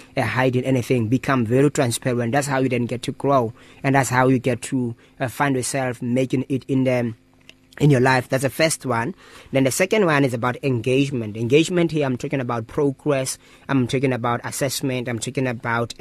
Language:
English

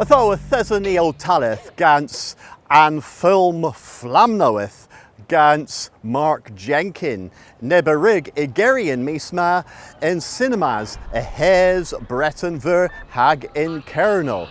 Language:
Cornish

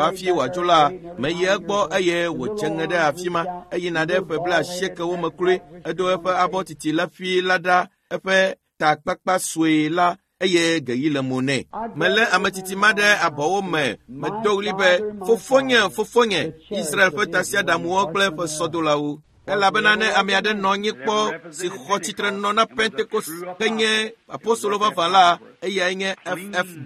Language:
Ewe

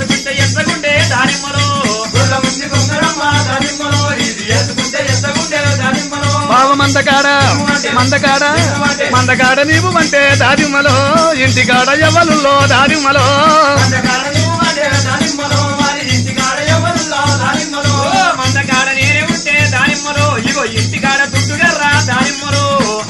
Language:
Telugu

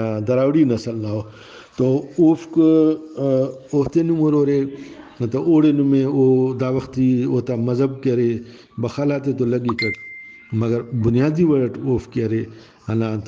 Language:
Brahui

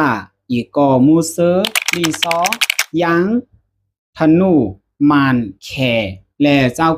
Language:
Shan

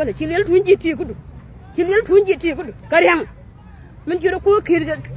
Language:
Nuer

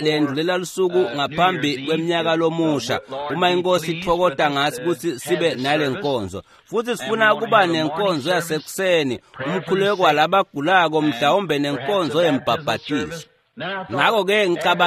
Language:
Swati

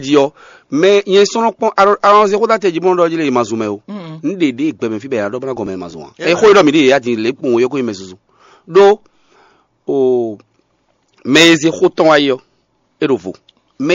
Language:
Fon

